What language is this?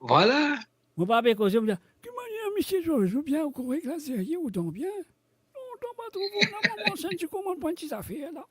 Morisyen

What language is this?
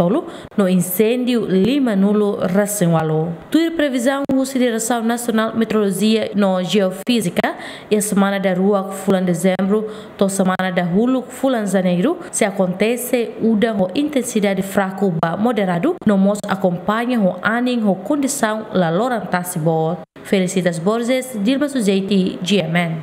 Tetum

